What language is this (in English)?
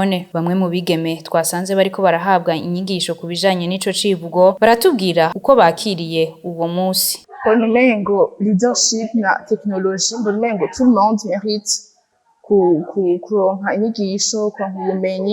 Rundi